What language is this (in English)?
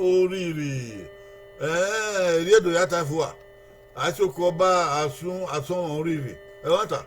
Bini